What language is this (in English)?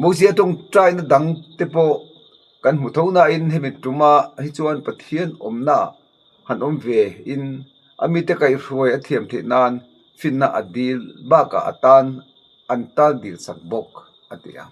Mizo